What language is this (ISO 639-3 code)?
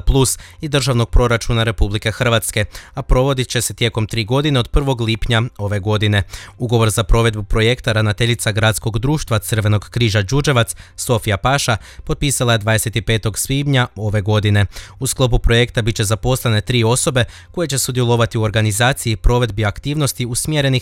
hrv